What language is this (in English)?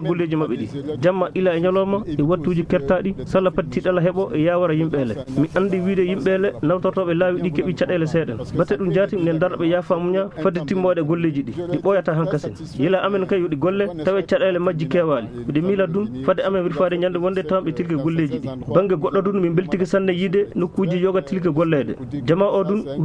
Fula